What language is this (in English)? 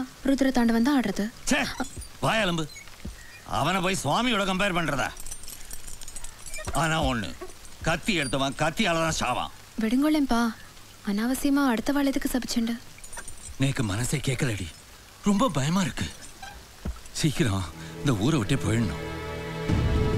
Tamil